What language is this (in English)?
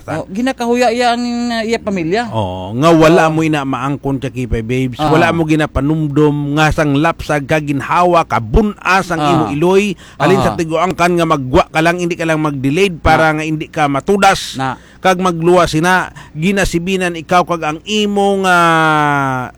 Hiligaynon